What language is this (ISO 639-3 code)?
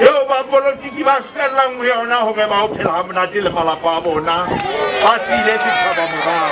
sot